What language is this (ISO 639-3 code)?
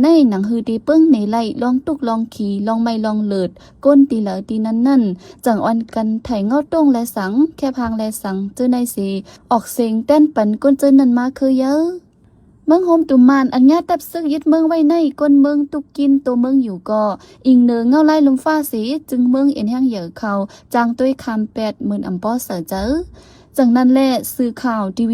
shn